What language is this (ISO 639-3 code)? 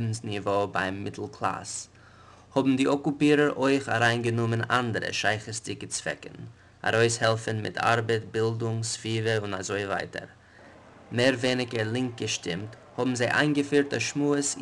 yid